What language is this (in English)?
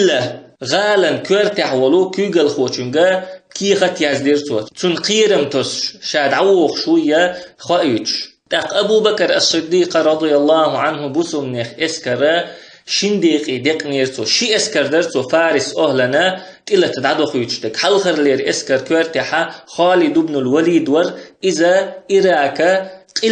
Chechen